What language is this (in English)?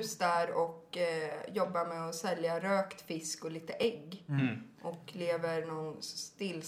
Swedish